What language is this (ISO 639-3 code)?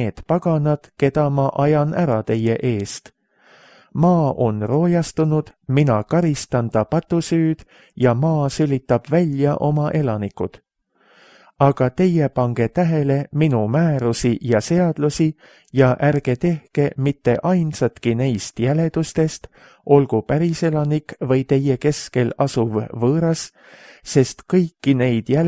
est